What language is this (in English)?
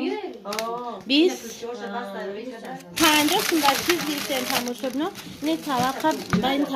Tajik